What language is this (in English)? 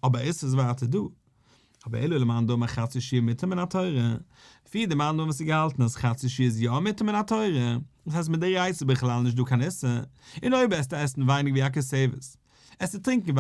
Yiddish